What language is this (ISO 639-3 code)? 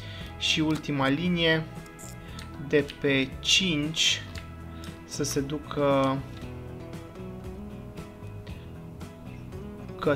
ron